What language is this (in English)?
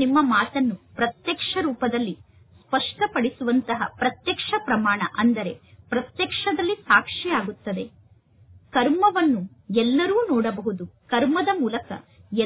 Kannada